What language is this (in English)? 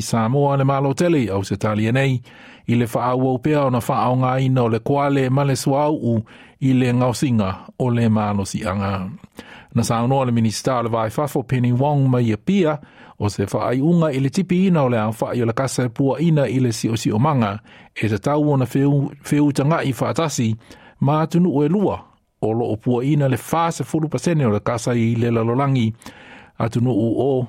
Samoan